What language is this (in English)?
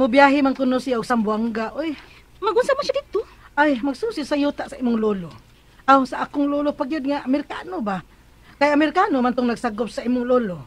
Cebuano